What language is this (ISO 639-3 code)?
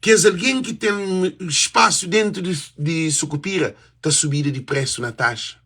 kea